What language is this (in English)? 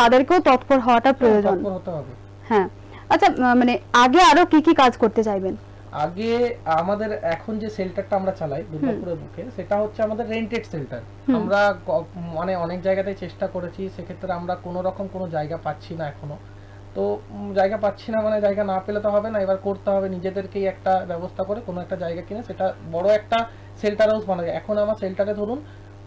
Bangla